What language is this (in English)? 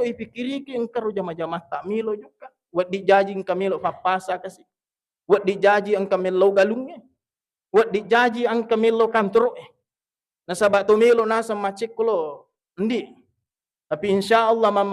Buginese